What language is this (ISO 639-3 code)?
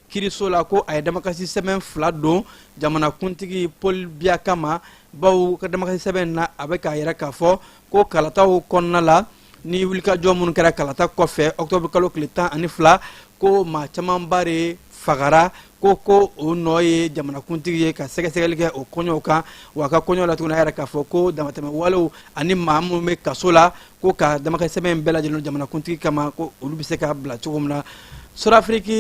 bam